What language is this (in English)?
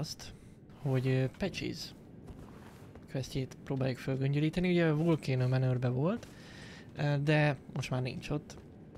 Hungarian